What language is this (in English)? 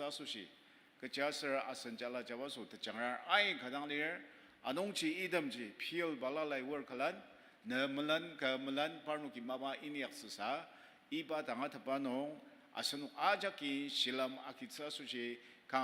Ao Naga